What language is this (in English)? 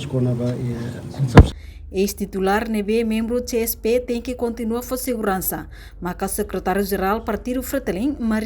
Tetum